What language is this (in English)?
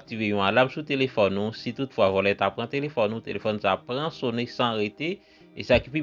Haitian Creole